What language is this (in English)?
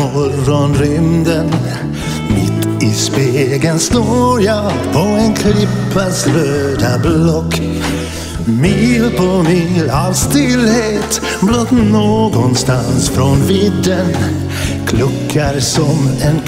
Swedish